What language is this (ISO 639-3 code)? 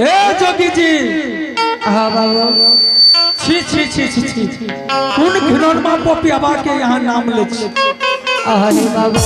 anp